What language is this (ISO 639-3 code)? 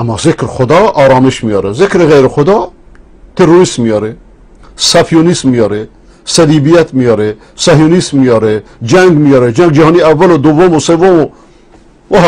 fas